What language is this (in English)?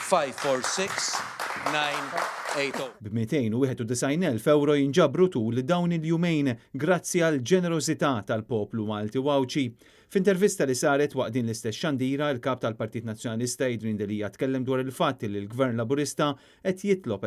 Maltese